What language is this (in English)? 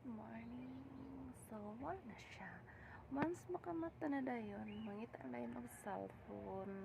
Cebuano